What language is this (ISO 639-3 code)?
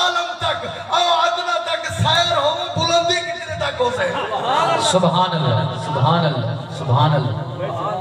skr